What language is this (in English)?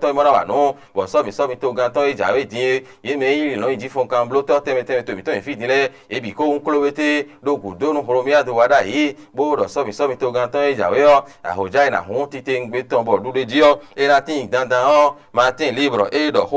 Fon